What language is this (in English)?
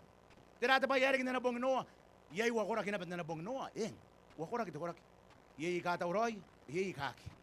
Gilbertese